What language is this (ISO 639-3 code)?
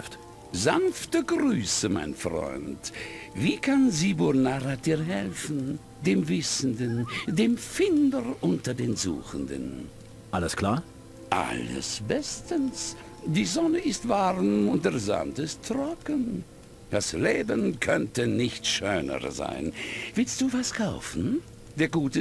bar